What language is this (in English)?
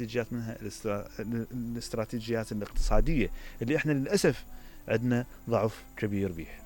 Mesopotamian Arabic